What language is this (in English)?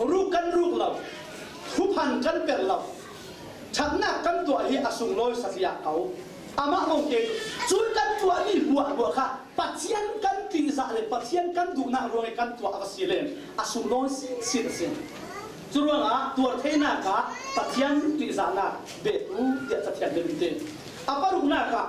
Falam Chin